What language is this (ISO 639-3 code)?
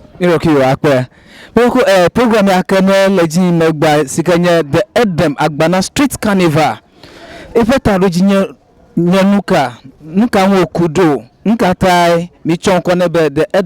ewe